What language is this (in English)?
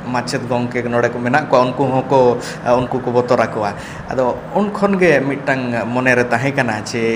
Santali